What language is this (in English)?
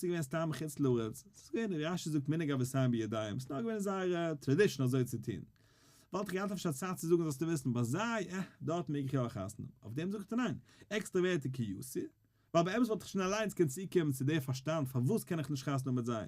Yiddish